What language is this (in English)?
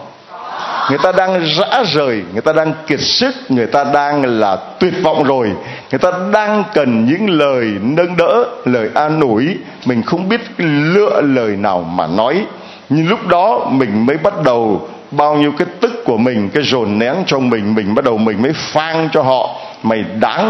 Vietnamese